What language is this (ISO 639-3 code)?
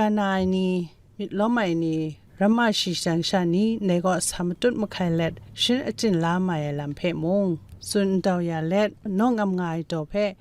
kac